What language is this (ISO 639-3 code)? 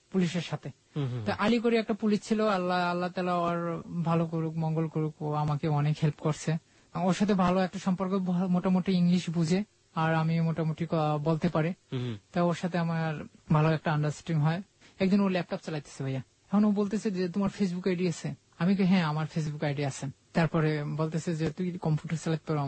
ben